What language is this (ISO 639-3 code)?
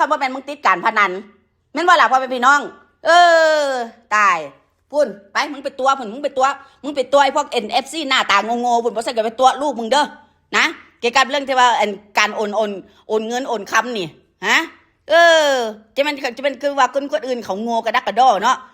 tts